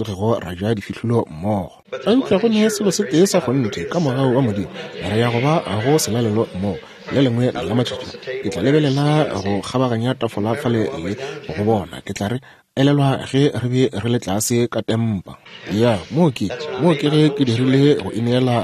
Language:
Northern Sotho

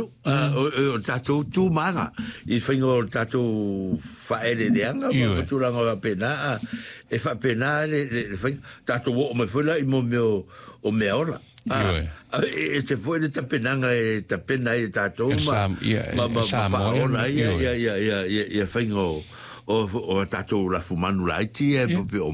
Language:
Samoan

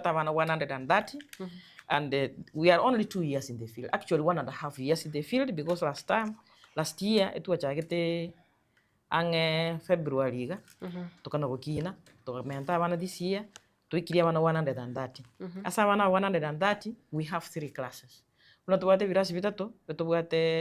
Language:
Gusii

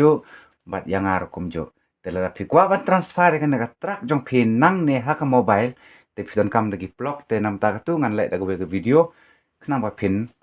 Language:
Khasi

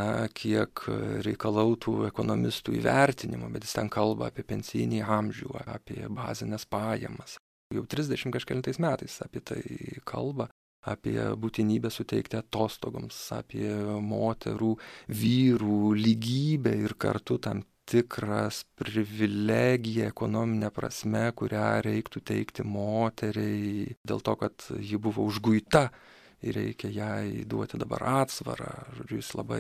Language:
Lithuanian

